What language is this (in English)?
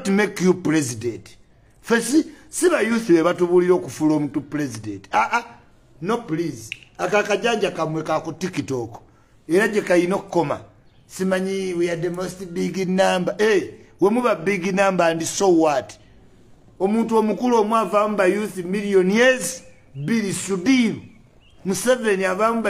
Ganda